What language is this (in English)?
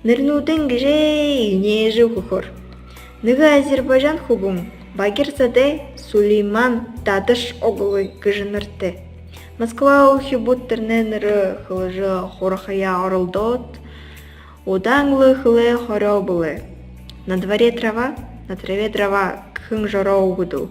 Buriat